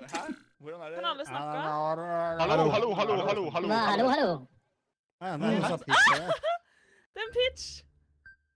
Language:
Norwegian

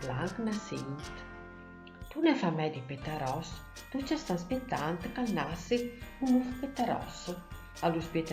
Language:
Friulian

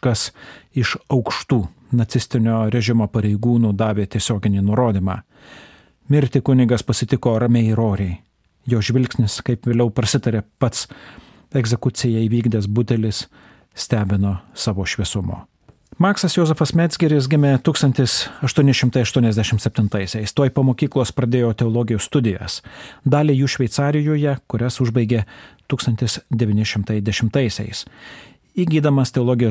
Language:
Lithuanian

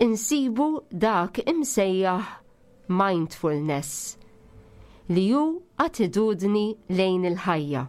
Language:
Maltese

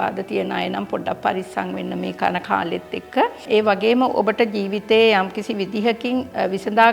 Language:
Sinhala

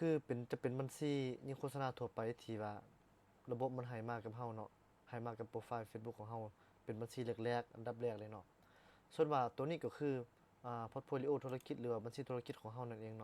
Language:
Lao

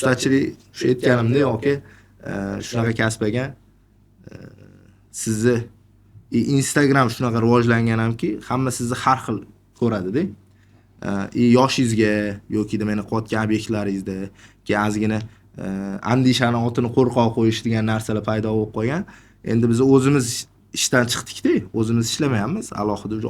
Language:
Uzbek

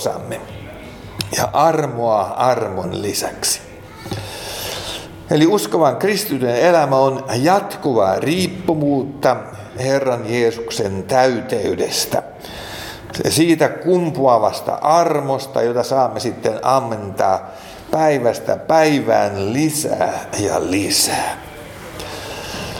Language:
Finnish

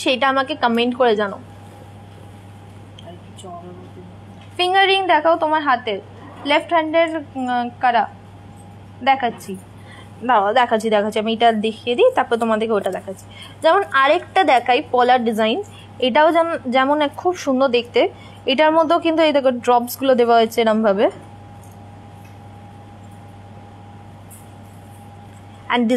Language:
Bangla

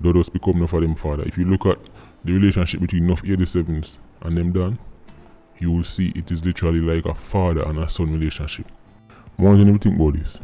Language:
Jamaican Creole English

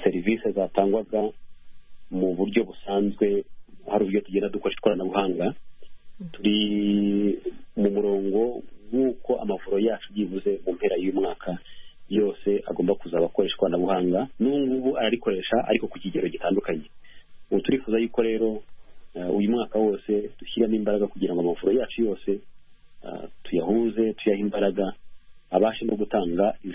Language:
Kinyarwanda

